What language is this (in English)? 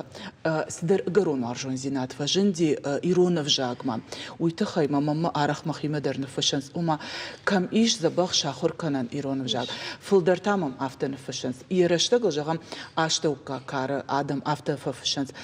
Ossetic